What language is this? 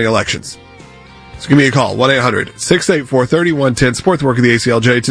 English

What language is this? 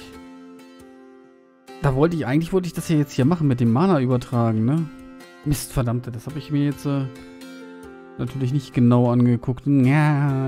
German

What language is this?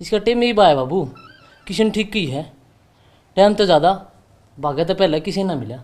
Haryanvi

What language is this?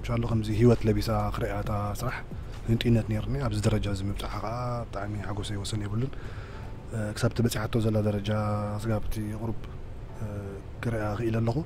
Tigrinya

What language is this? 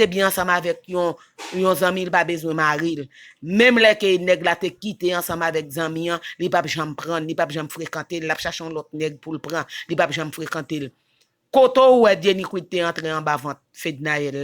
Haitian Creole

